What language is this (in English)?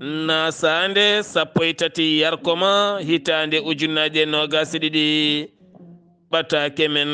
Fula